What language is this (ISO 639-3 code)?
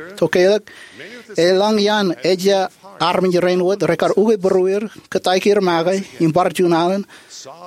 mah